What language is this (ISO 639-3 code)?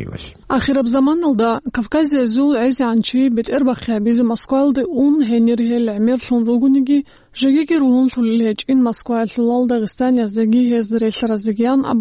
ava